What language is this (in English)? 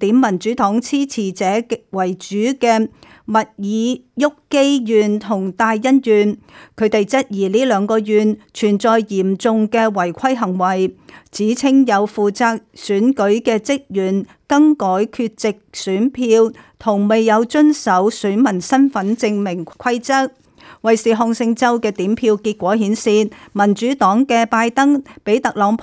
Cantonese